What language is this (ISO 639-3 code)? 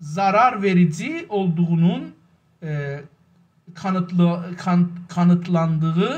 azb